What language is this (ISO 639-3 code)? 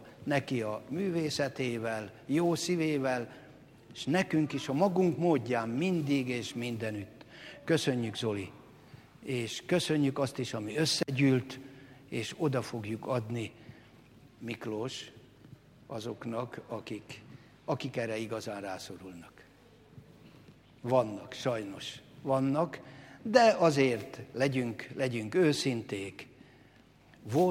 hun